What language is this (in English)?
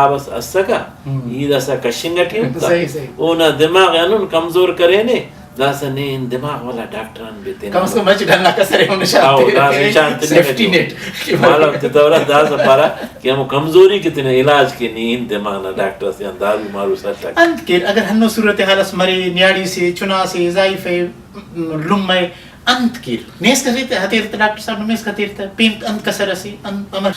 Brahui